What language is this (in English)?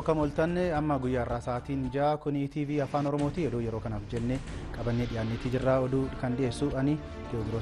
Oromo